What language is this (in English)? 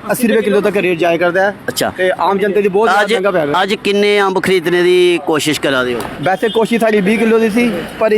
Dogri